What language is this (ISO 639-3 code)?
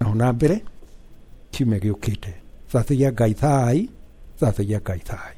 kik